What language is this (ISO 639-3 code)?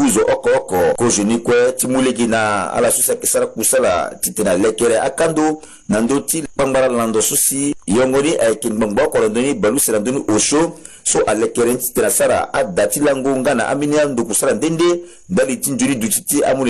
sag